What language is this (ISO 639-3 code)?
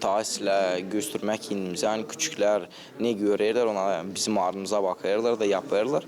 gag